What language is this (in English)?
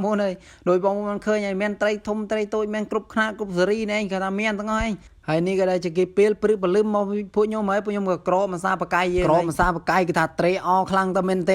Khmer